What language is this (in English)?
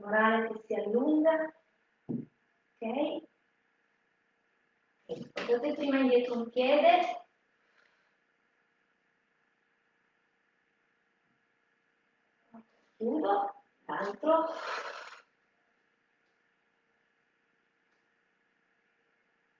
Italian